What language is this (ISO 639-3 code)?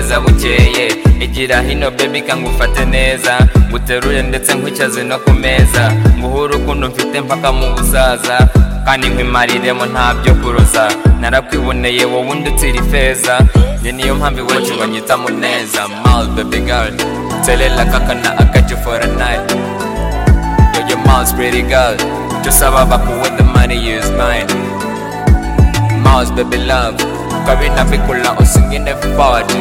kin